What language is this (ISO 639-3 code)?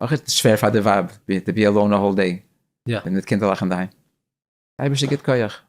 yid